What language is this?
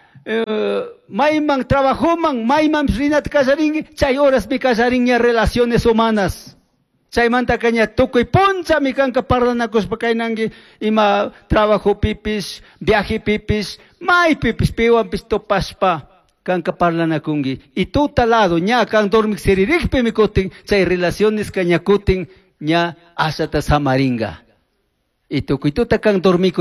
Chimborazo Highland Quichua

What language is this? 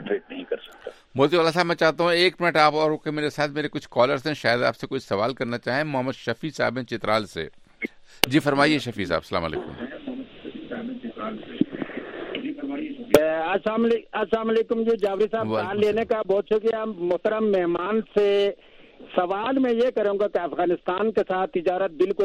Urdu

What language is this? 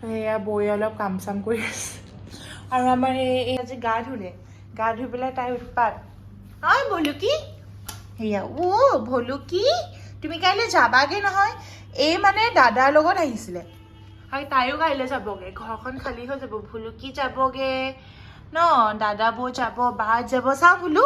Assamese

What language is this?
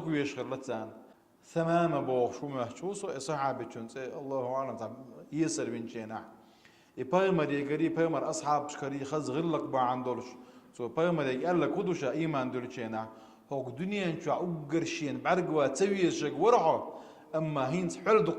Chechen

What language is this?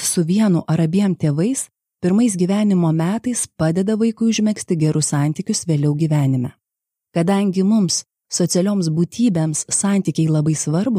Lithuanian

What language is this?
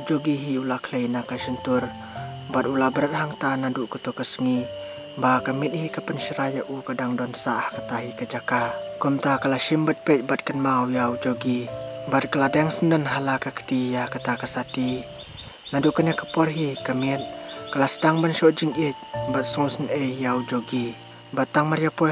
Khasi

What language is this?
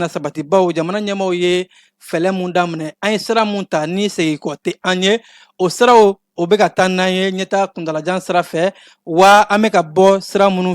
Bambara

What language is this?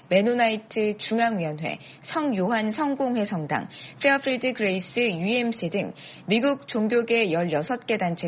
Korean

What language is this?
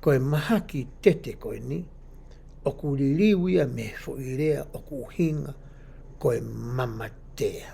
Tongan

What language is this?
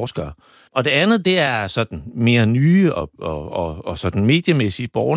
Danish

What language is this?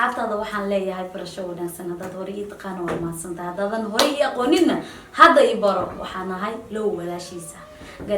Somali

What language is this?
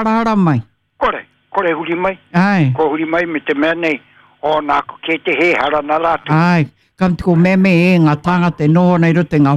Māori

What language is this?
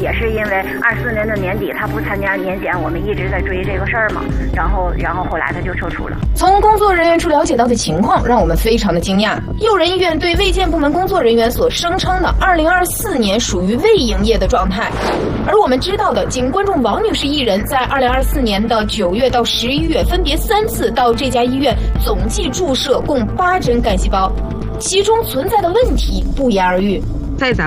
Chinese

